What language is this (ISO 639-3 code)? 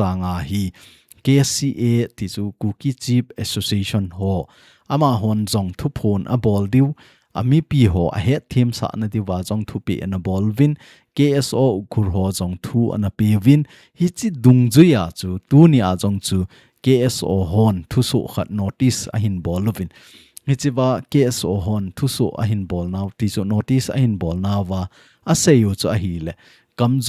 tcz